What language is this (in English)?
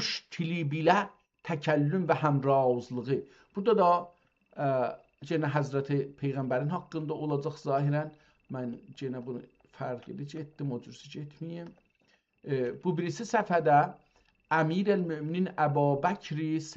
South Azerbaijani